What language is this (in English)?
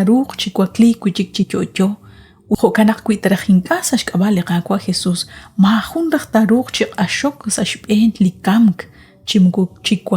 Kekchí